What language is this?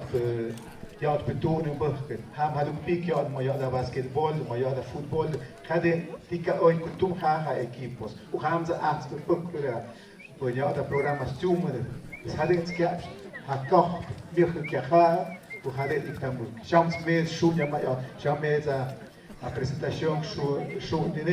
Tlahuitoltepec Mixe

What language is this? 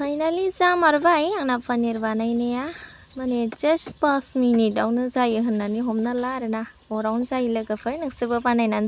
Bodo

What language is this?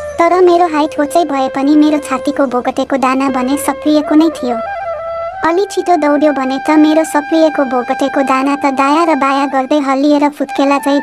Nepali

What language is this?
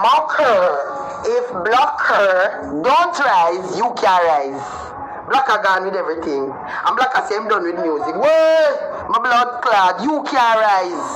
Jamaican Creole English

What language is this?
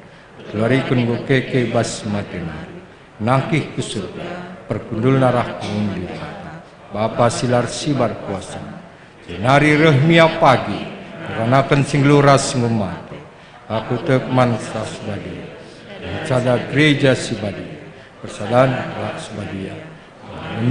Batak Karo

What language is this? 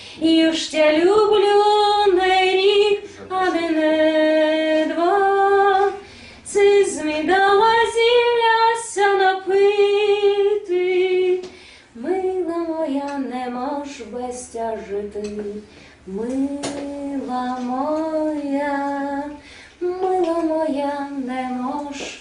Rusyn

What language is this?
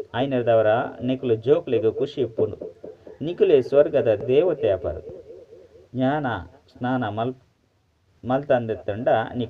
Tulu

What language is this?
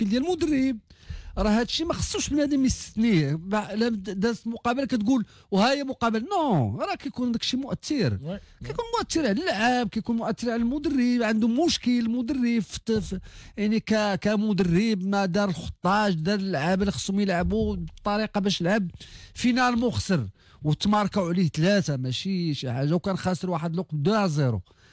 Moroccan Arabic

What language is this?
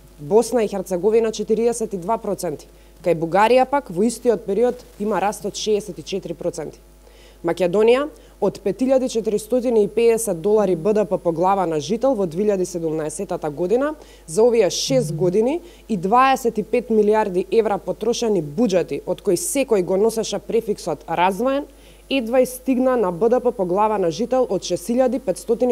Macedonian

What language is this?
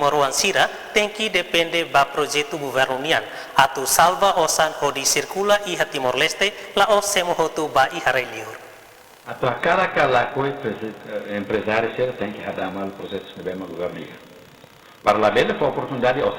Tetum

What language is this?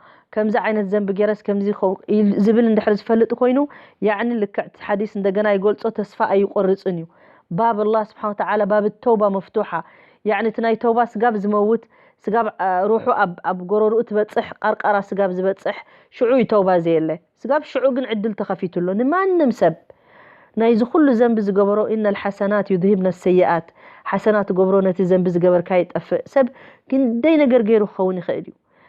Tigrinya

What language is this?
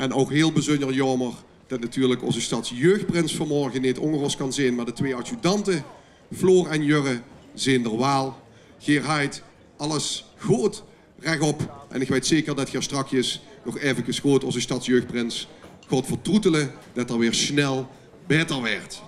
Limburgish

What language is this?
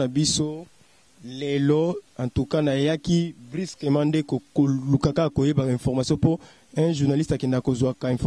Lingala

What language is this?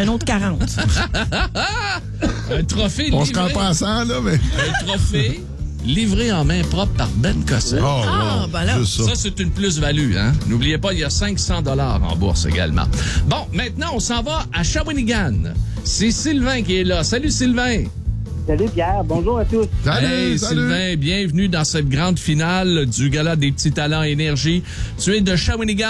French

